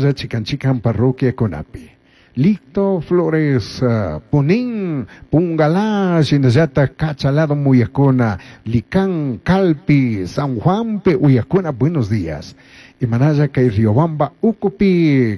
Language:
Chimborazo Highland Quichua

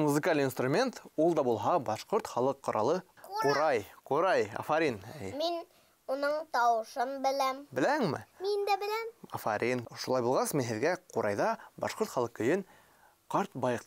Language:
Bashkir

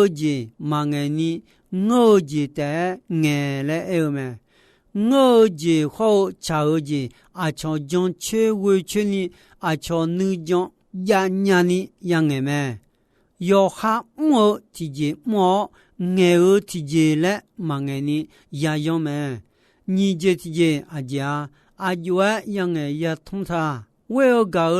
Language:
Akha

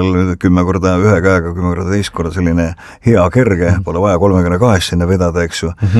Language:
Estonian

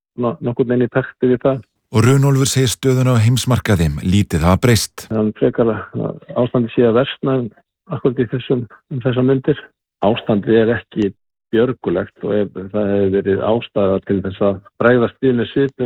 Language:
Icelandic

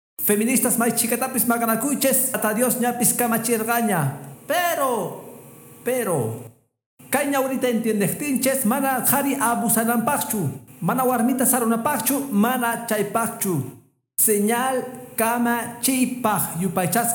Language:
Quechua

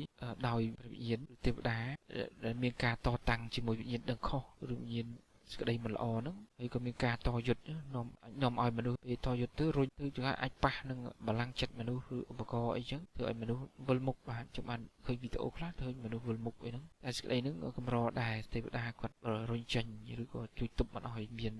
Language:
Khmer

